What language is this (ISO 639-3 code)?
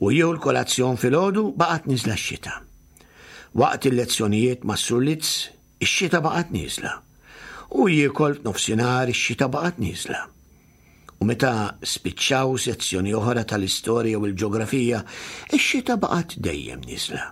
mlt